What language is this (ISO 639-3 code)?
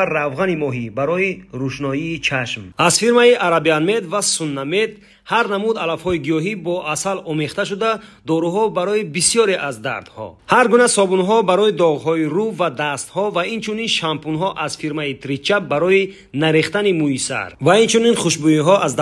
tgk